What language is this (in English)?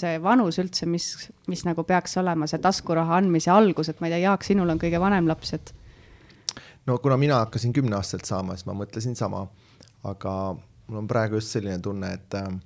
Estonian